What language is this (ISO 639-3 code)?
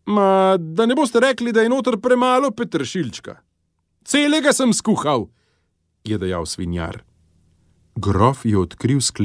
slv